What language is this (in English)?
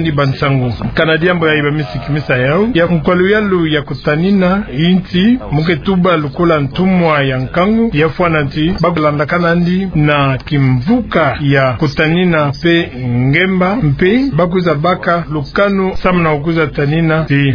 Kituba (Democratic Republic of Congo)